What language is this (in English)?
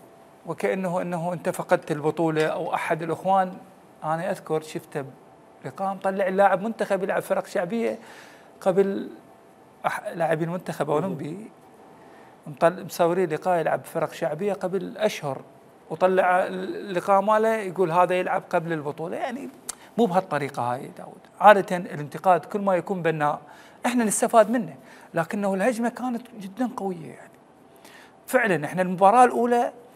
Mesopotamian Arabic